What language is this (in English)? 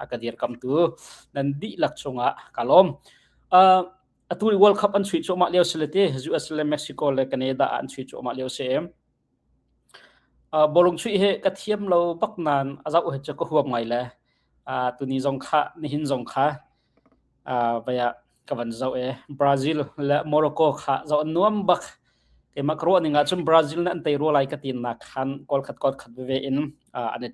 Hakha Chin